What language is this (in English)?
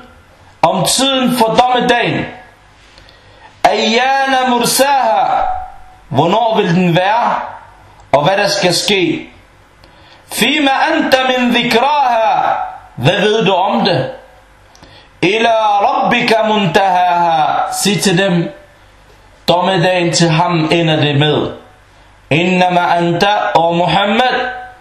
Danish